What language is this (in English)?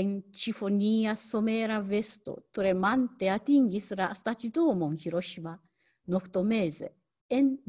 Esperanto